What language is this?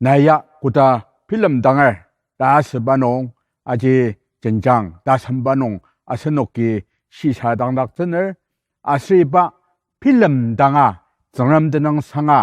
Ao Naga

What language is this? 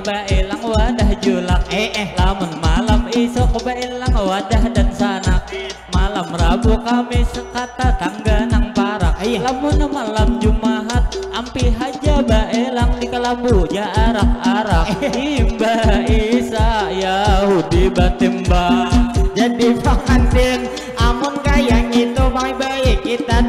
Banjar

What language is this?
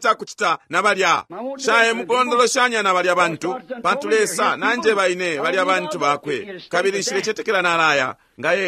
Bemba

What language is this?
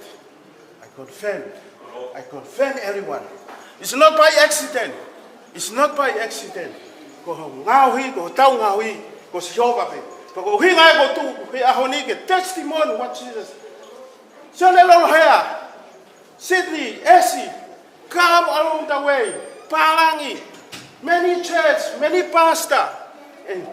Tongan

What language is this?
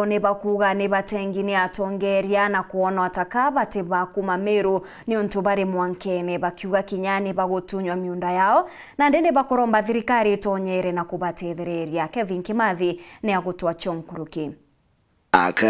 Meru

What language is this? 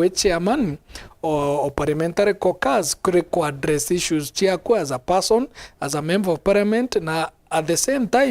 Meru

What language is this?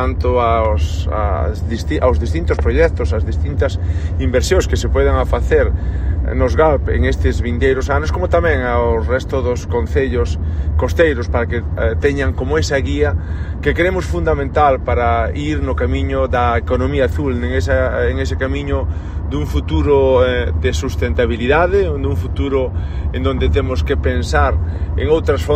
Galician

